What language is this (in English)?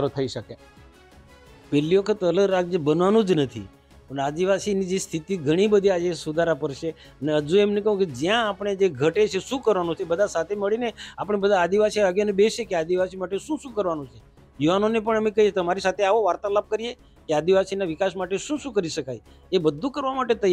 Gujarati